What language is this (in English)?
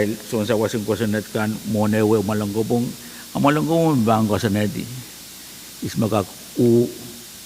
Pohnpeian